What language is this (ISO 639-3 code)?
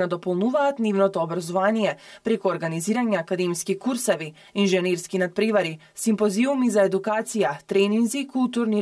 mkd